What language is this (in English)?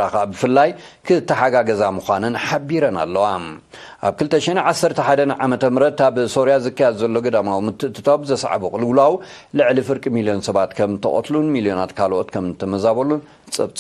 Tigrinya